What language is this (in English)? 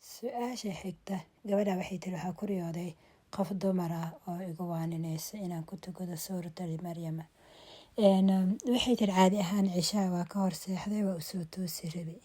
Somali